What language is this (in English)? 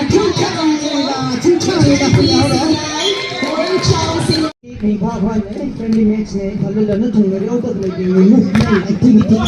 Tangkhul Naga (India)